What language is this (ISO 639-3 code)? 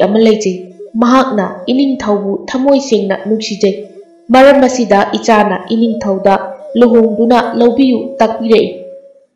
mni